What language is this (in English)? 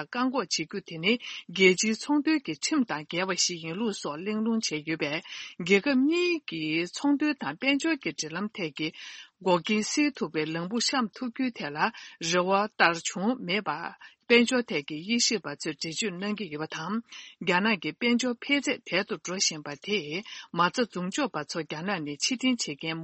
Tibetan